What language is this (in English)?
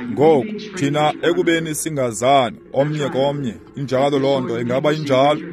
Xhosa